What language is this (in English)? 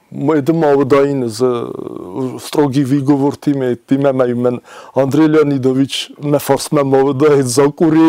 Ossetic